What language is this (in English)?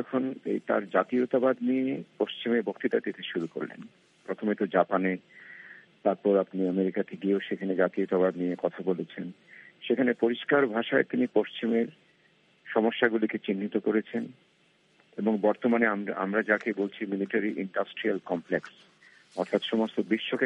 Bangla